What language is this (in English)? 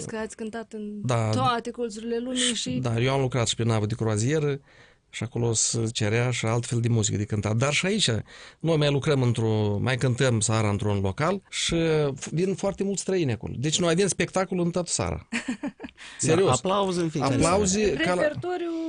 Romanian